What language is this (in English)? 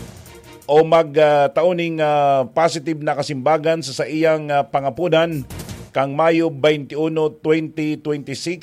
Bikol